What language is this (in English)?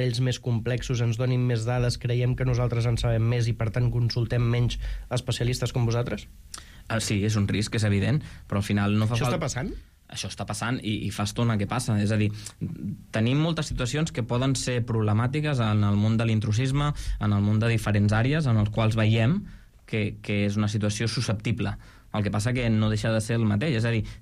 Catalan